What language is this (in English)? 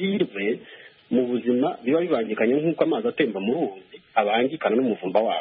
Kinyarwanda